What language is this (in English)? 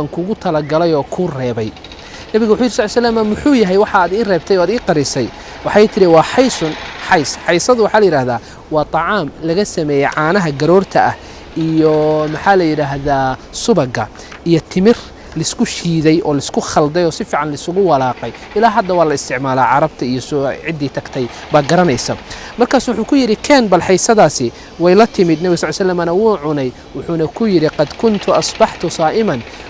Somali